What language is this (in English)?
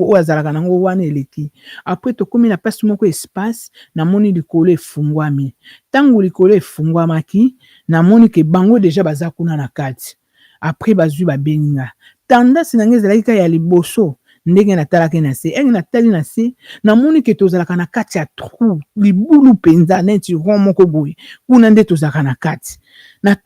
Lingala